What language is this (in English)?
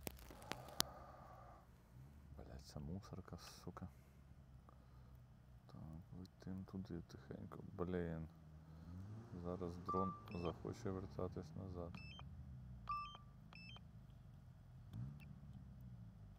Ukrainian